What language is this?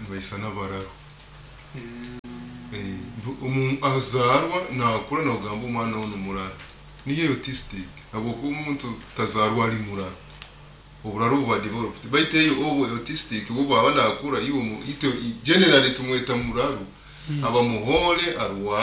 Nyoro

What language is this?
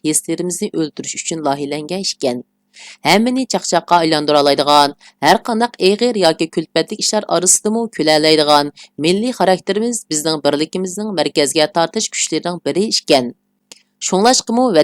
Uyghur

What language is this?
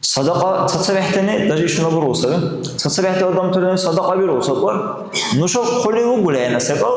Dargwa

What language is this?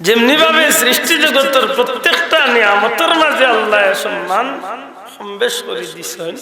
Sylheti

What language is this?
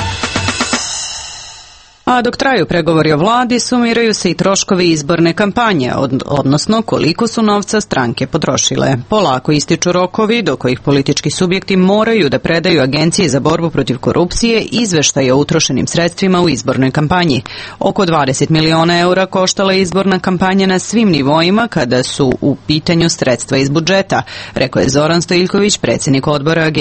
Serbian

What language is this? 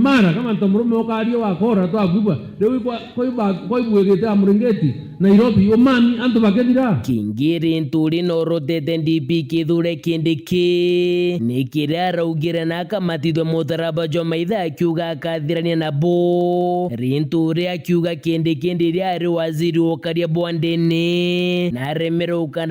Meru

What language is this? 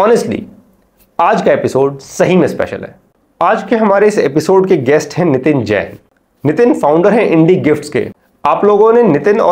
Hindi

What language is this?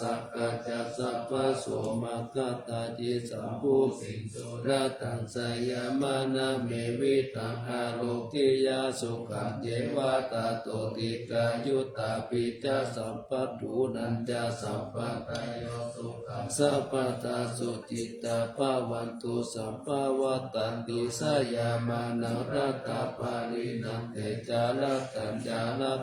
Pali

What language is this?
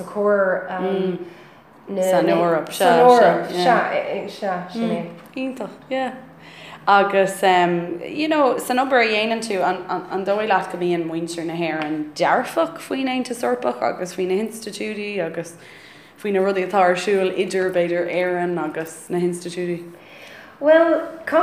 Irish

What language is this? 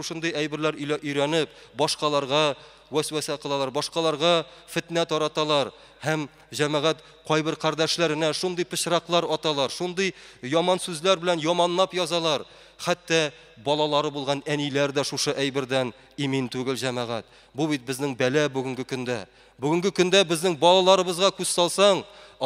Tatar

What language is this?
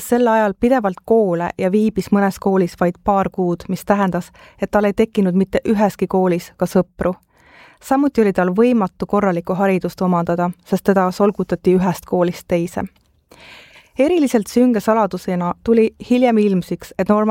Estonian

